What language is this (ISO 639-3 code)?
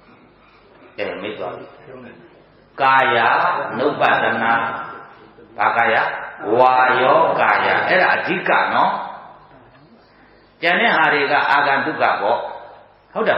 mya